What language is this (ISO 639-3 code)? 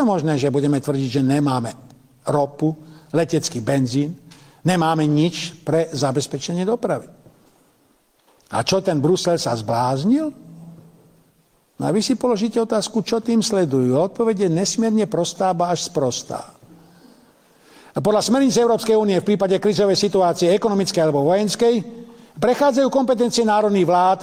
slk